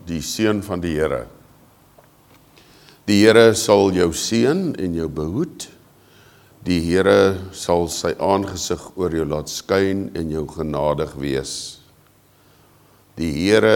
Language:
Afrikaans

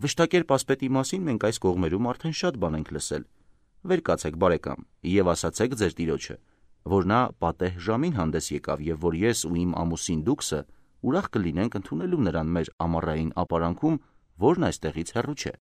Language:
Armenian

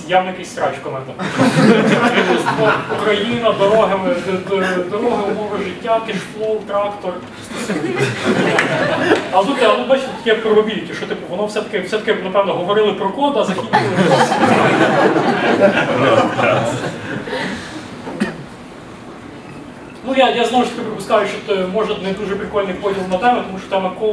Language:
Ukrainian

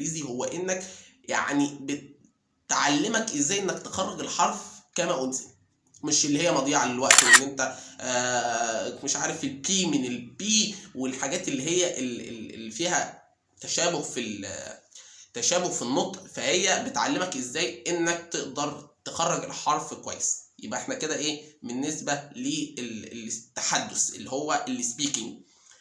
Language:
Egyptian Arabic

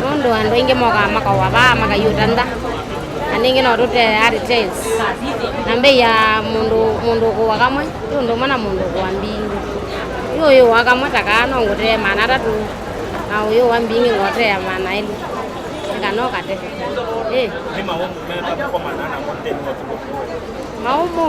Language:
Kamba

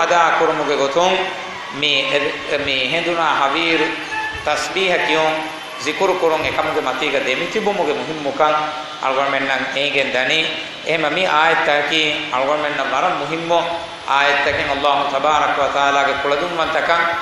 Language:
Divehi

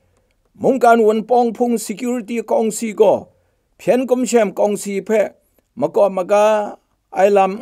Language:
Kachin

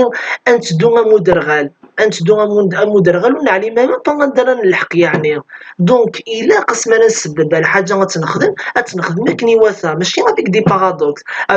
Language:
Kabyle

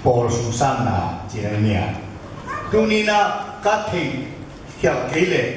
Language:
Tedim Chin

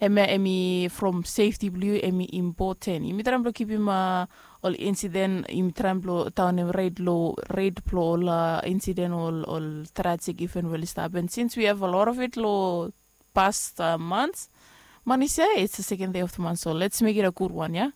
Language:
Bislama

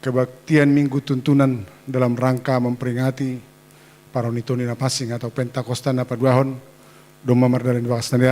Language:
Batak Simalungun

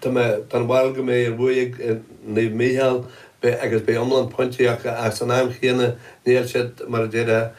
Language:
Irish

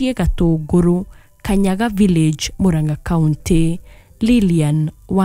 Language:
Kikuyu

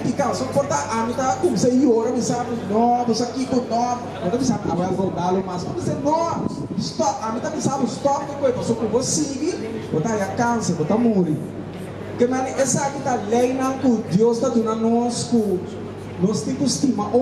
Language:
Papiamento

